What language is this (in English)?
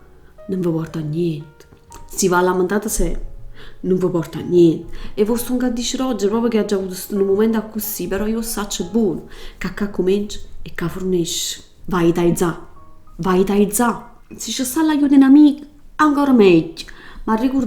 Neapolitan